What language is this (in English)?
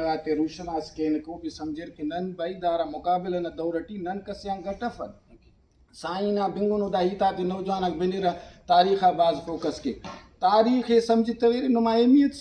Brahui